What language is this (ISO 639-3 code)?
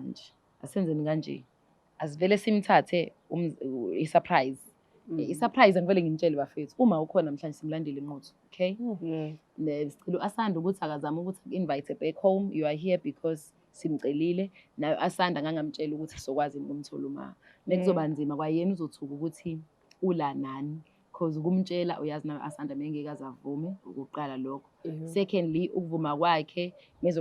zul